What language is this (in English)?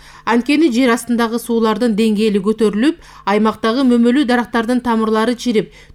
Kyrgyz